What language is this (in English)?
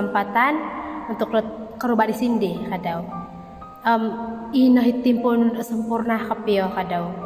Central Dusun